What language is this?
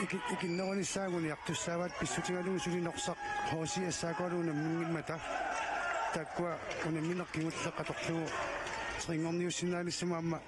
Kalaallisut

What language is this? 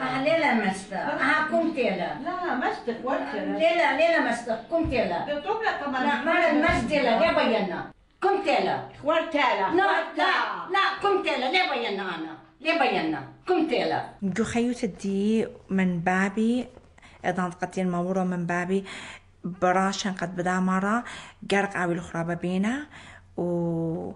Assyrian Neo-Aramaic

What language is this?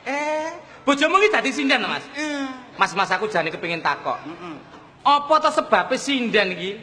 Javanese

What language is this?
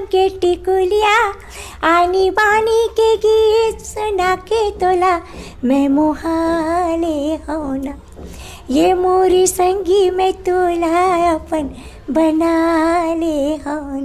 Chhattisgarhi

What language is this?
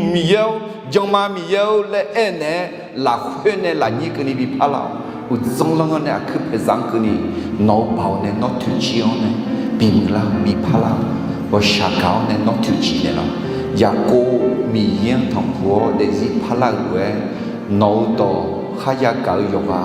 Akha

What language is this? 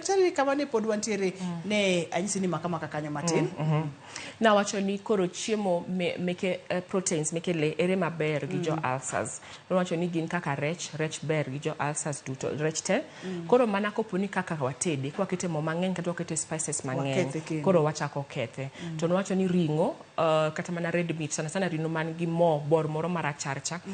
Luo (Kenya and Tanzania)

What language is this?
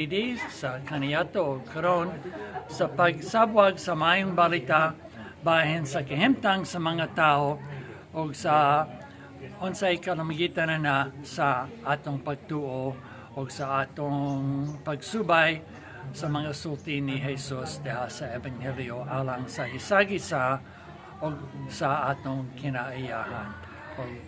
Cebuano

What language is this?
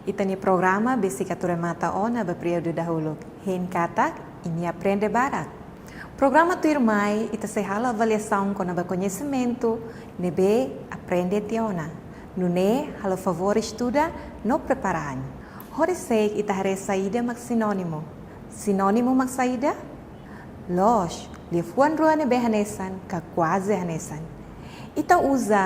Tetum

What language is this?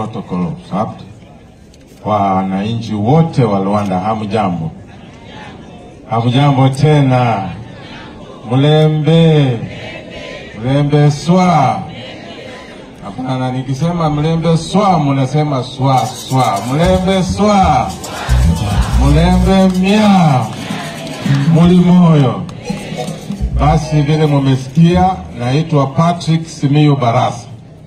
Swahili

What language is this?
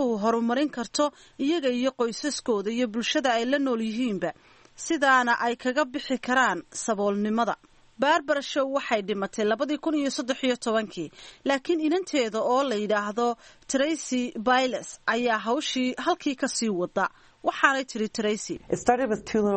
Somali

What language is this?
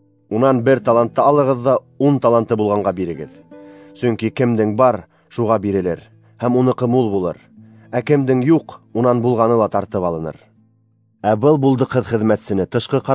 Bashkir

